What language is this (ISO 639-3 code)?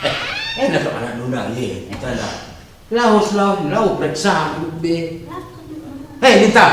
btx